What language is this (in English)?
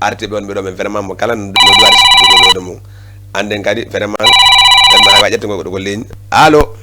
Fula